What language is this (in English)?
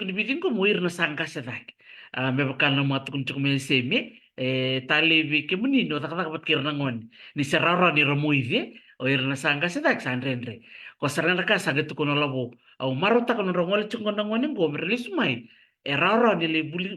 Fijian